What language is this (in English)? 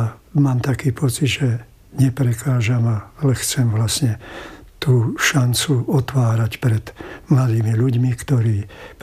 Slovak